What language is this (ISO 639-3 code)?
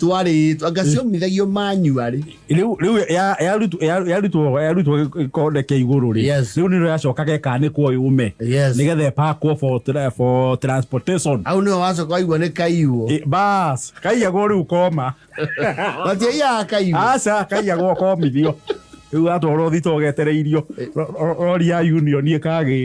kik